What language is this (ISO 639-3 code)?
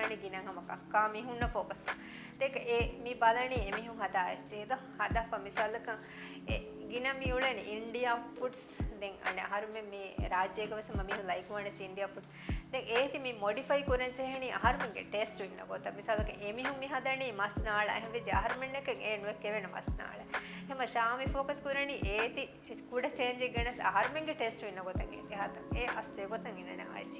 div